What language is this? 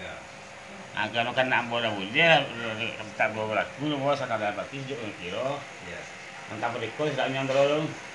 Minangkabau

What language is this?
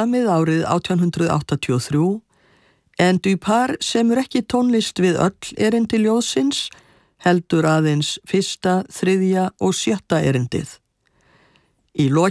Icelandic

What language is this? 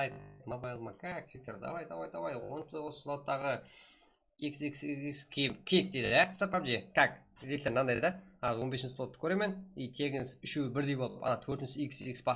Kara-Kalpak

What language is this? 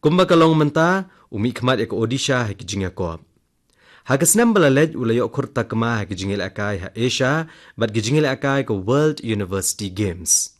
Khasi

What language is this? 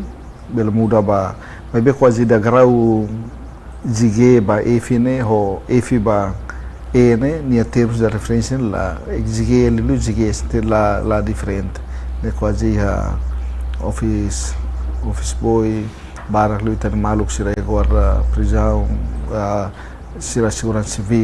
Tetum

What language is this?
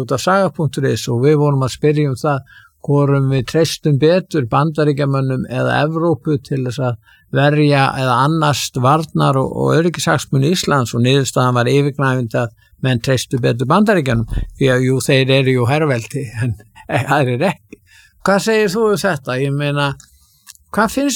Icelandic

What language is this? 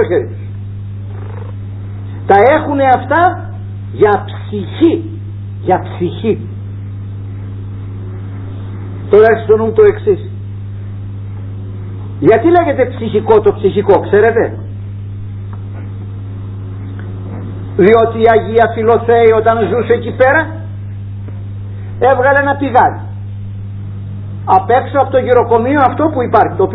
Greek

